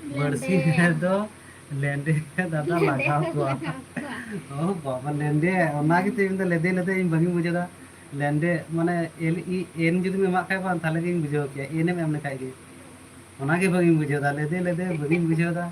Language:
Santali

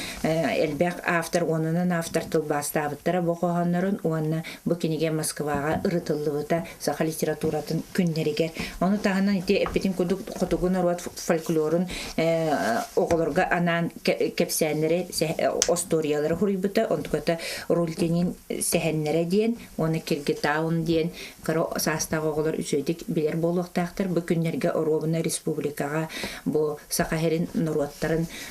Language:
Yakut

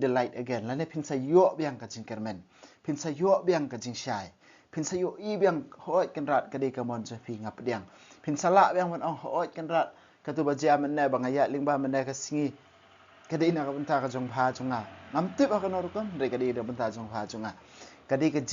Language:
Khasi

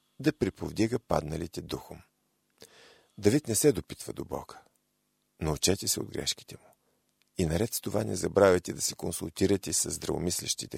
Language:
Bulgarian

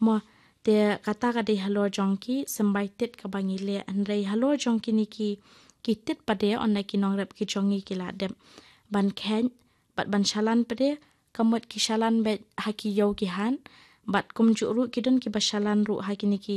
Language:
Khasi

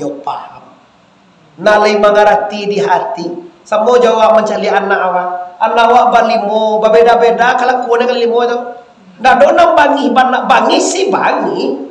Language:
Minangkabau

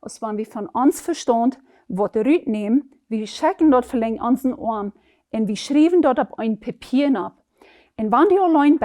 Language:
Plautdietsch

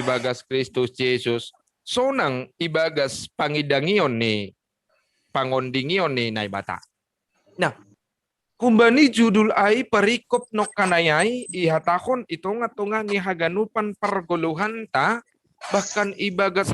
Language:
Batak Simalungun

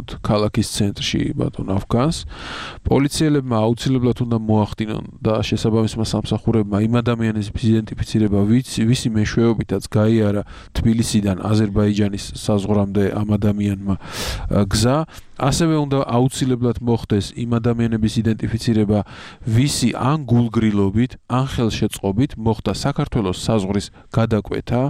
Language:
Georgian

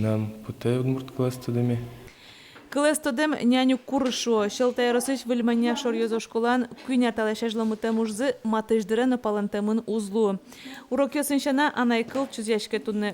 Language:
Udmurt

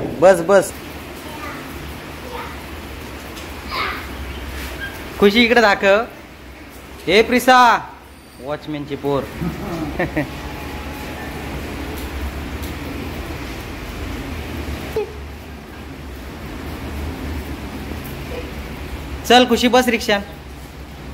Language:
Marathi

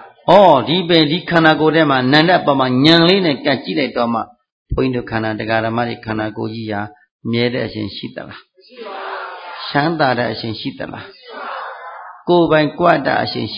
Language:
Burmese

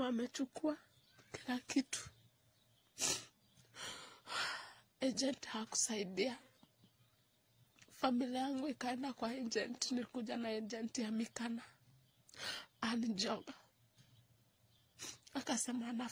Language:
Swahili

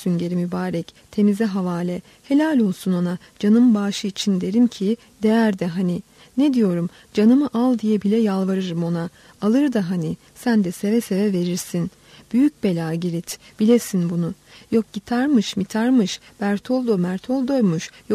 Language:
Turkish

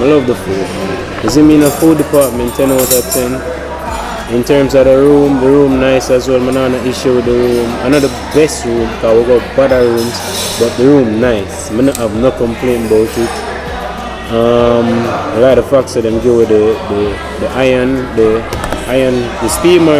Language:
Jamaican Creole English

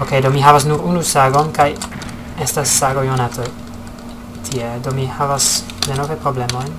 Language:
Esperanto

